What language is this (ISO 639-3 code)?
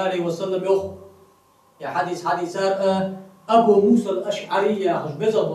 inh